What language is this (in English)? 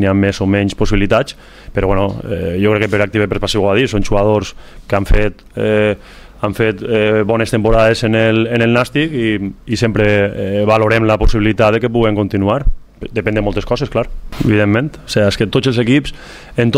Catalan